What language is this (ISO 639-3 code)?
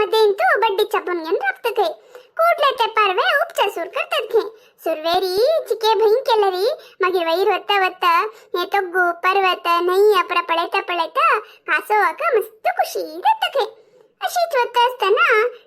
kok